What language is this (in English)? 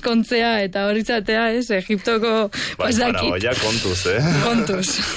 Basque